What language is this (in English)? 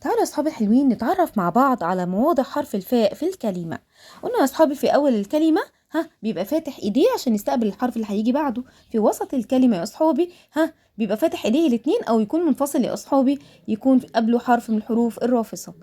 Egyptian Arabic